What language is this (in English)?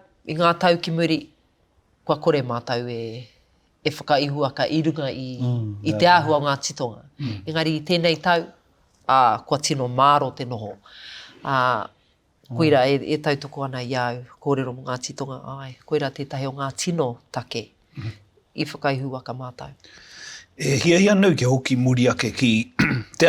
Māori